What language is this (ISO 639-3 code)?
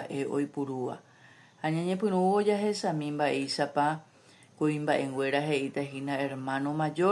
grn